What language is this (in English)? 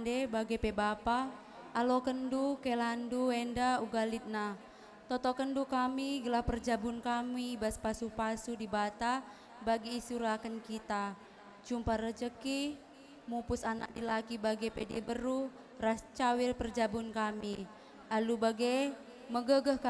Batak Karo